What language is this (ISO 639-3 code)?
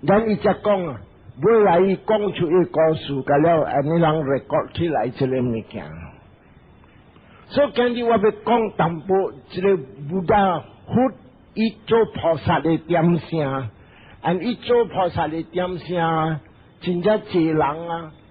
nan